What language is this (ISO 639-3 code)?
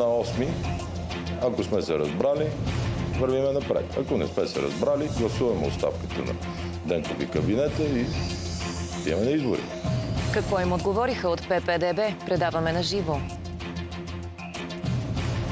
bul